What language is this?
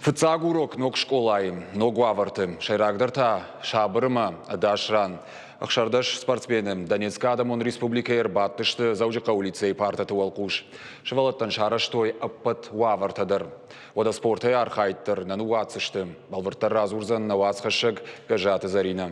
Ossetic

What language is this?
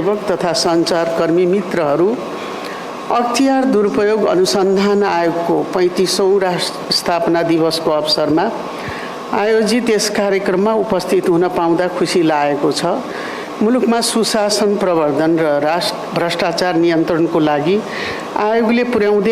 Nepali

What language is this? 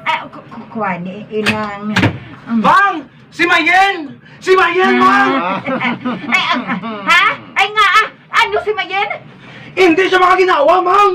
Hiligaynon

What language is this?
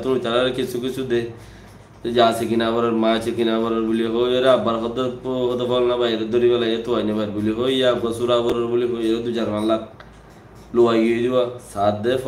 Rohingya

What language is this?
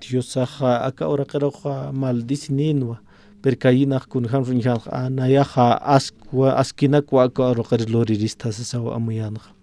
Aymara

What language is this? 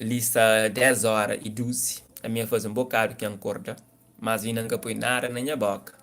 Kabuverdianu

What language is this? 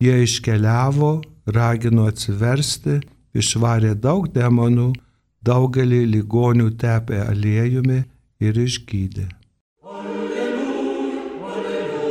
Lithuanian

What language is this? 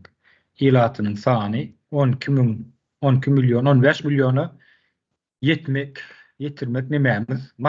Turkmen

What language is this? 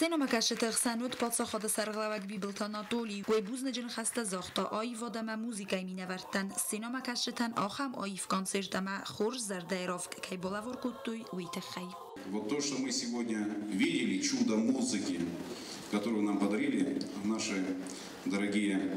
Ossetic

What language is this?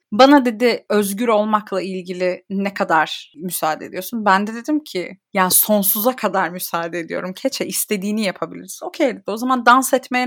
Turkish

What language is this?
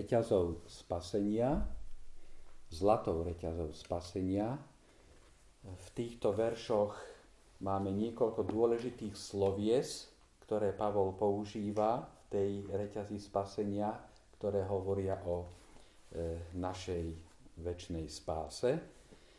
Slovak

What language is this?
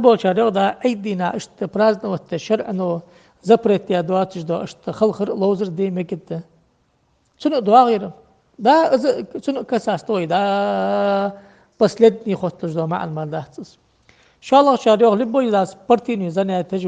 Ingush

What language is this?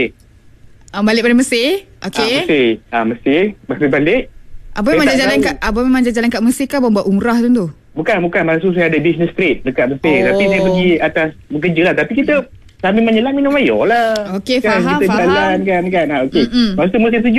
Malay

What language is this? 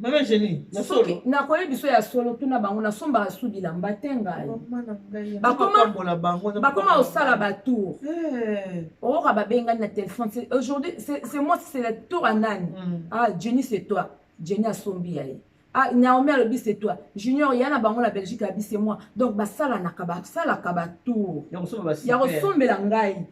Lingala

